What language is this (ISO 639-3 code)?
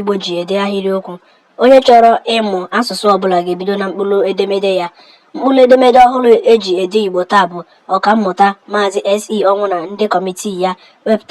ibo